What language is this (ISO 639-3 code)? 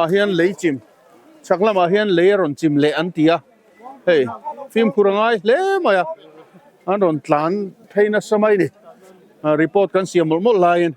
lus